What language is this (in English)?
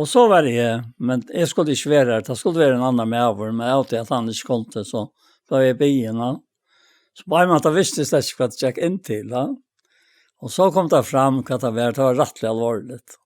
Faroese